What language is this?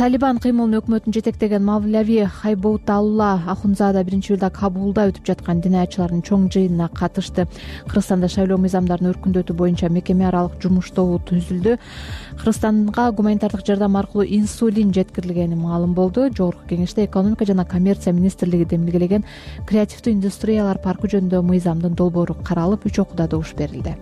Kyrgyz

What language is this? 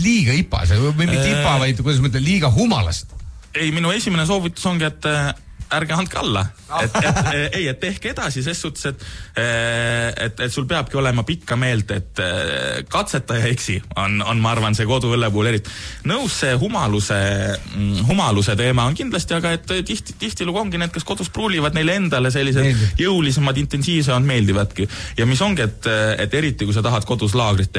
Estonian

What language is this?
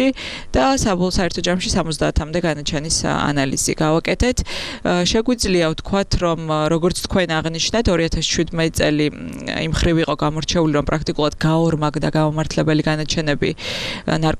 Georgian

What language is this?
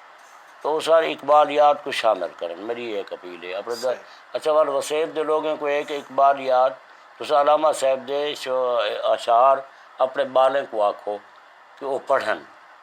Saraiki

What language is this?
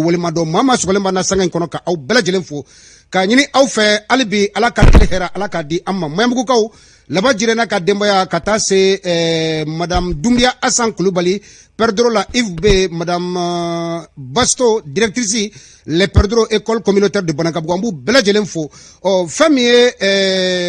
Bambara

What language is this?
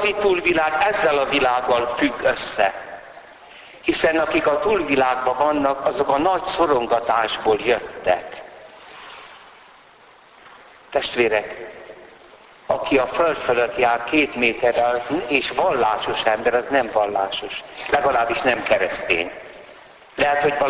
Hungarian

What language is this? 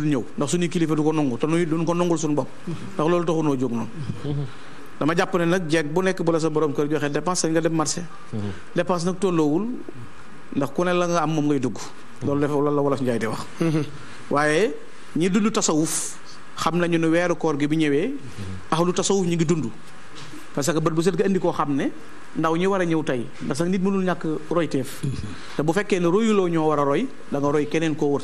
Wolof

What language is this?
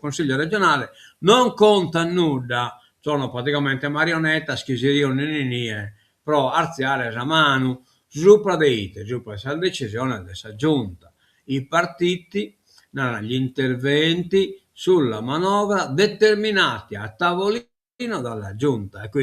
Sardinian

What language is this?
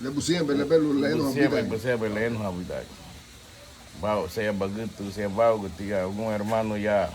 Garifuna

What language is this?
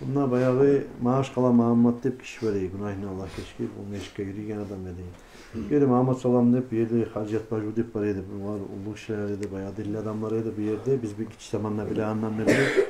Kumyk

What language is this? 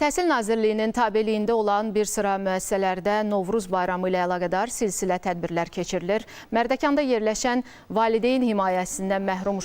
Azerbaijani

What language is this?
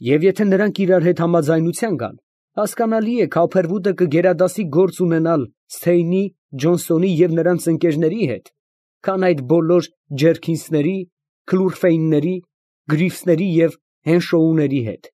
Armenian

